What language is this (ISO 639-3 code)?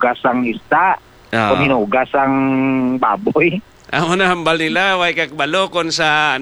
hil